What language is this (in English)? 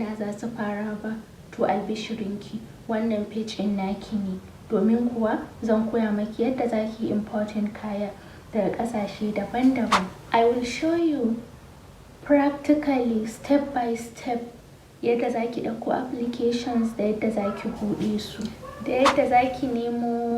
Hausa